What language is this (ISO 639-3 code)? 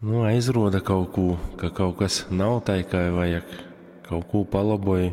ltg